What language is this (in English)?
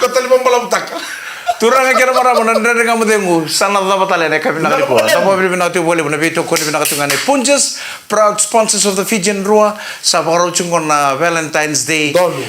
Fijian